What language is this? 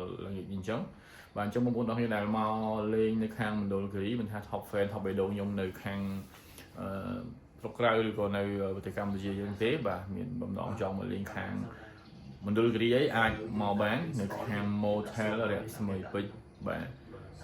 Khmer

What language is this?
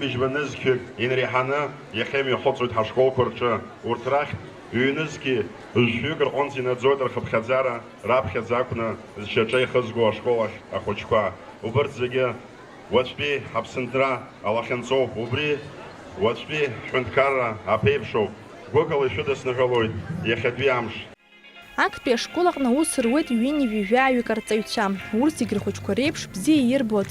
Abkhazian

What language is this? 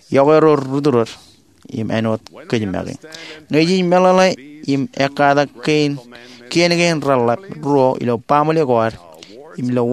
Marshallese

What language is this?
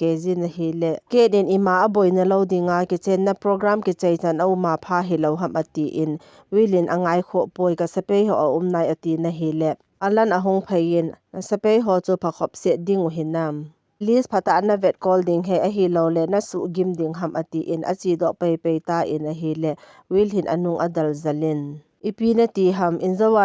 Thado Chin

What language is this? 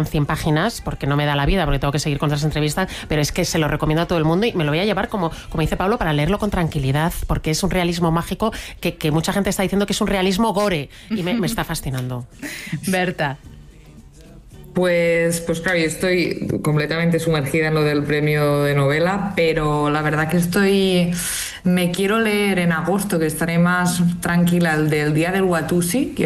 Spanish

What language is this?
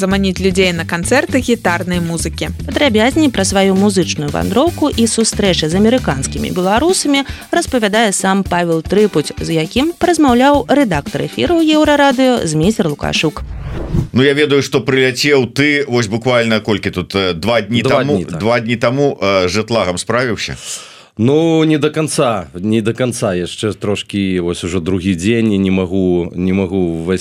Belarusian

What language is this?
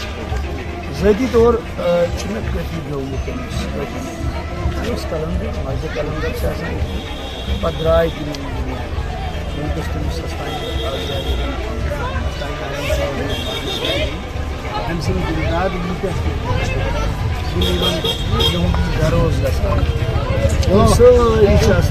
Kashmiri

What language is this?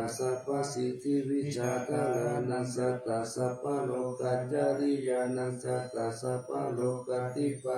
Pali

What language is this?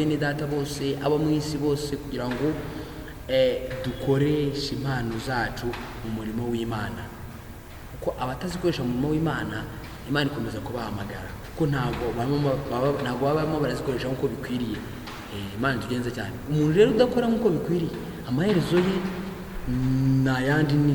Kinyarwanda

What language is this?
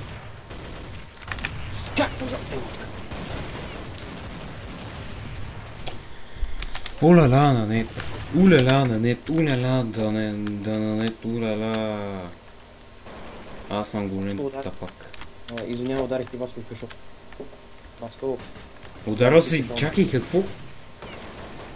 Bulgarian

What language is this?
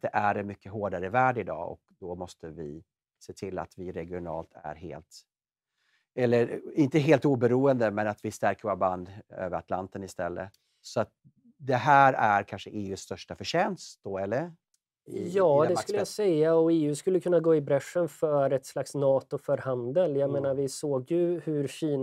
Swedish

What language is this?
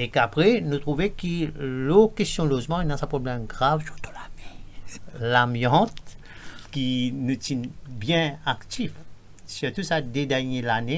Morisyen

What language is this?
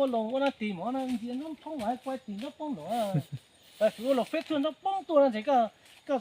Hmong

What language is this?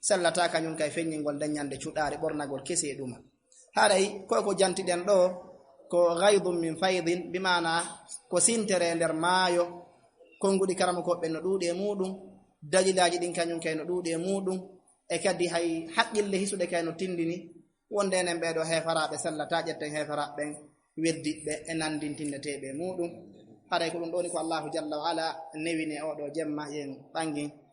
Fula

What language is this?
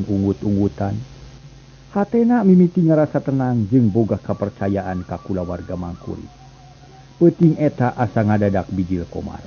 Sundanese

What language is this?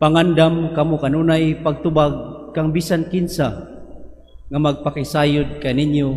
Cebuano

